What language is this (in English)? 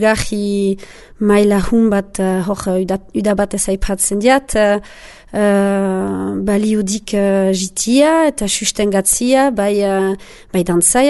Basque